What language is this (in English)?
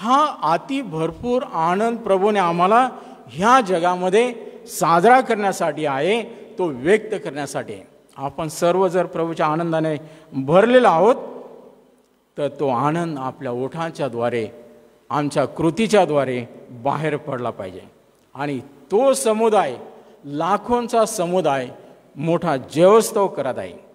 Marathi